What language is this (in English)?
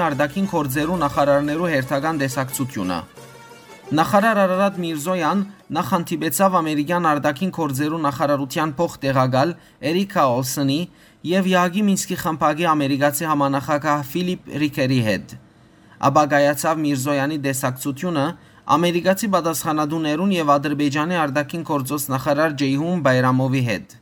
Western Armenian